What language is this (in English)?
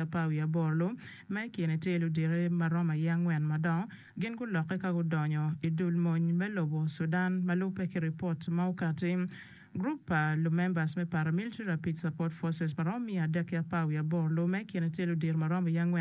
Acoli